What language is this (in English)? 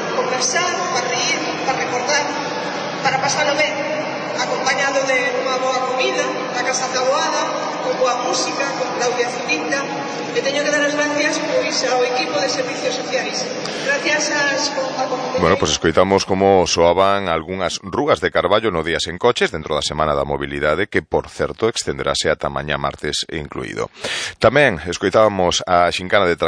Galician